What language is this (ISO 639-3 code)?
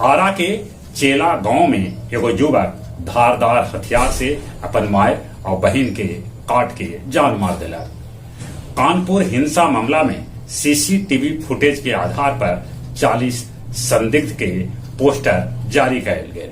mag